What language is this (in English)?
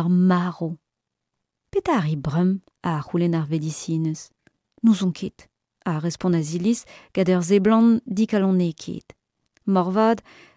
Breton